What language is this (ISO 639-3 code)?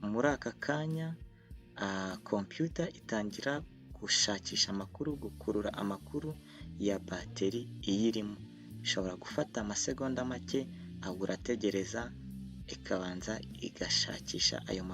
kin